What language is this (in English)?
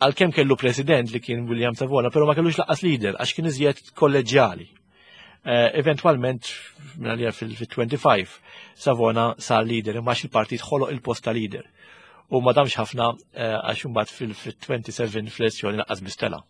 Maltese